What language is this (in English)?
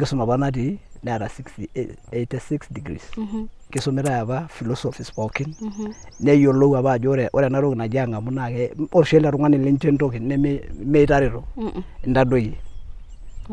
Masai